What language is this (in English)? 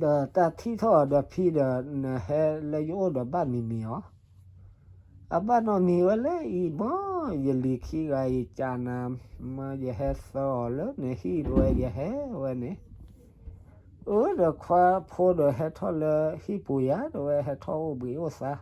S'gaw Karen